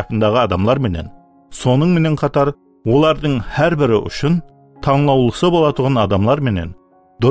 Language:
Kara-Kalpak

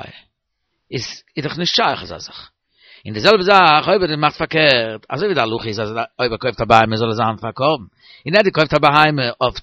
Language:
Yiddish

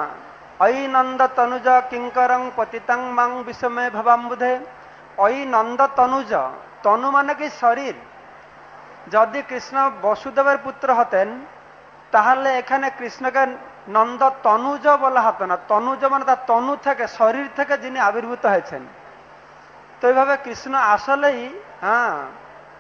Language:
Bangla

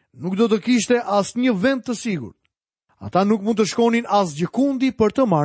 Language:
Albanian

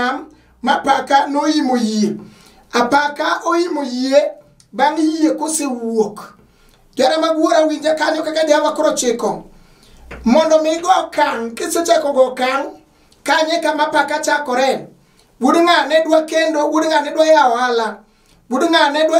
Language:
Luo (Kenya and Tanzania)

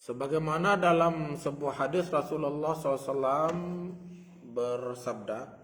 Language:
Sasak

